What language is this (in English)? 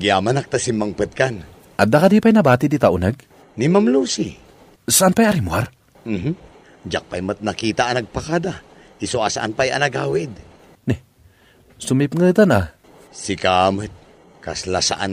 Iloko